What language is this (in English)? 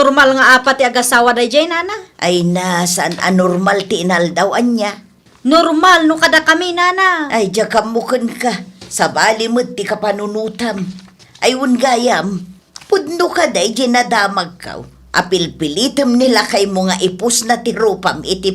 Iloko